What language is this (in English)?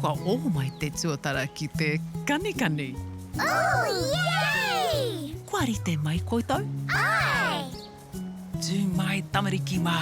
Māori